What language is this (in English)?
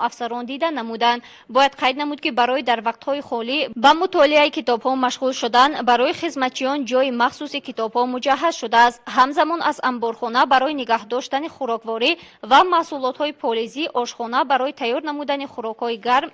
Tajik